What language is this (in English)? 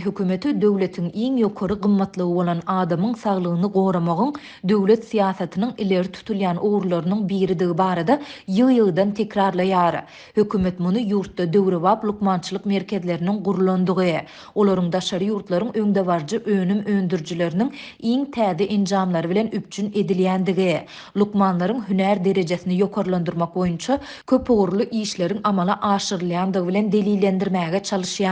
Turkmen